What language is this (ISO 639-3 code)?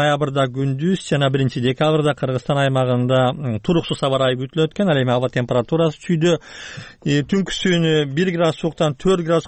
kir